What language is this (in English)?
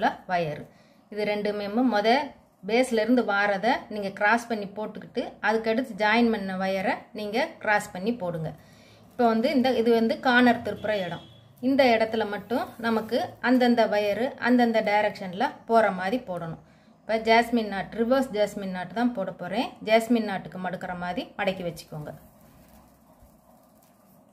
Tamil